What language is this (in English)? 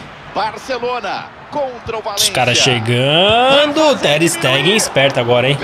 Portuguese